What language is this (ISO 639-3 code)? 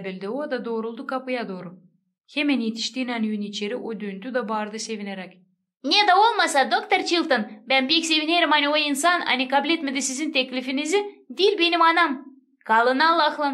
gag